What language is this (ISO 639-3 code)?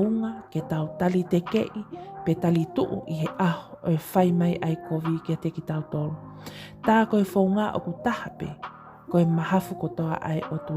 ton